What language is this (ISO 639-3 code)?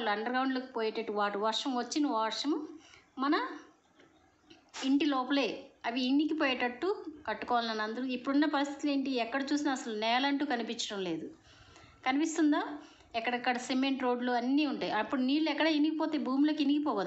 tel